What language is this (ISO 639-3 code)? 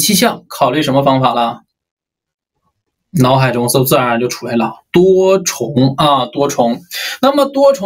zho